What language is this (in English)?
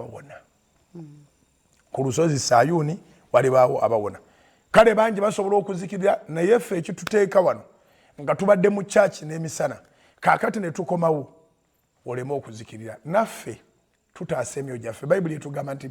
Ganda